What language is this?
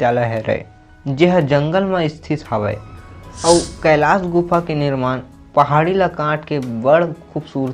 Chhattisgarhi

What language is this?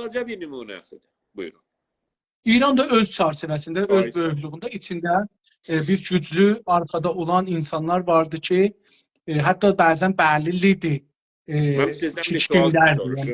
South Azerbaijani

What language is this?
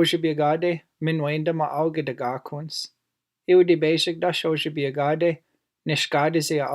Chippewa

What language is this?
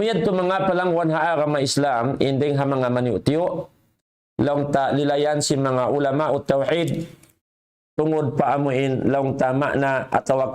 Tausug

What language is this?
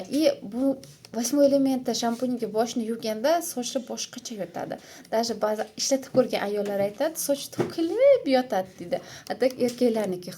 Uzbek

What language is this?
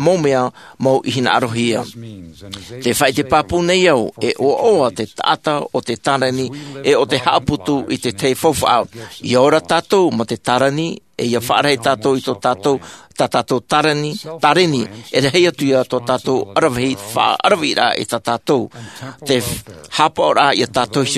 Tahitian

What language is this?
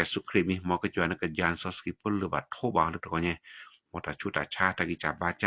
S'gaw Karen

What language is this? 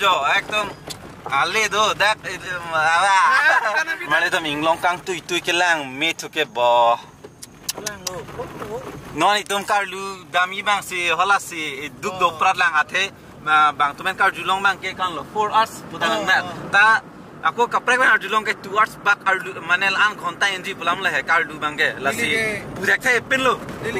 Karbi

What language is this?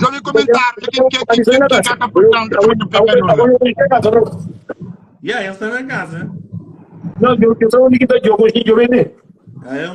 Kabuverdianu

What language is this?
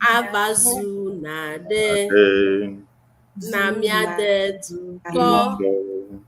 Ewe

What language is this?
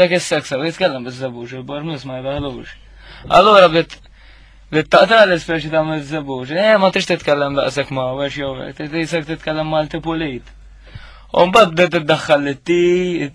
Maltese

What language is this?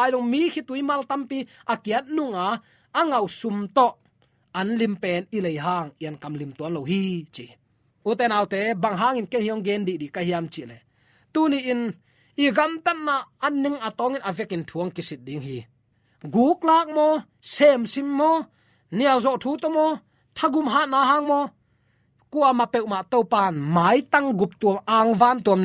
Tedim Chin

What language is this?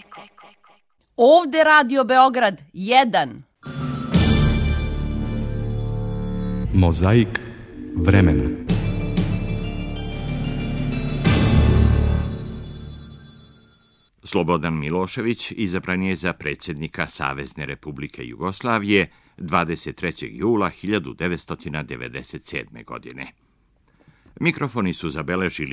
Serbian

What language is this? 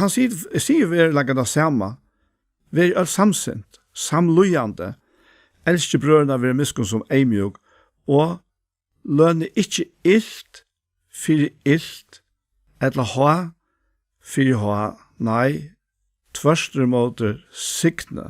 Faroese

